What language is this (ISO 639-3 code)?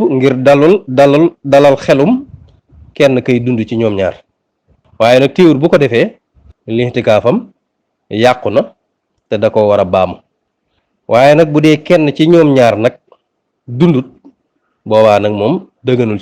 wol